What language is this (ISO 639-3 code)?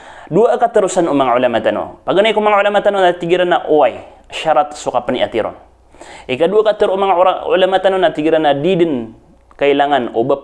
mrw